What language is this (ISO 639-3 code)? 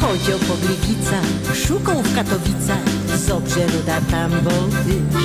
szl